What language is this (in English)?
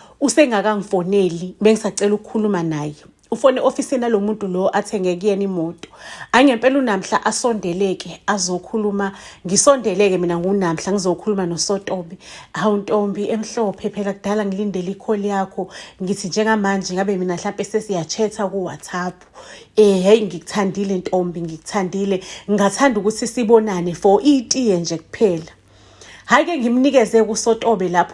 Zulu